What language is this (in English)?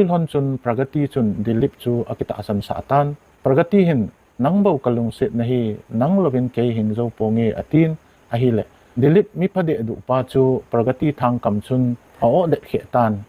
Thado Chin